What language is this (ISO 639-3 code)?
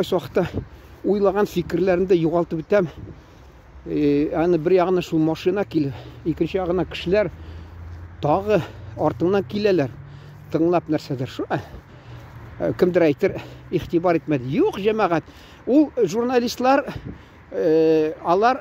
tat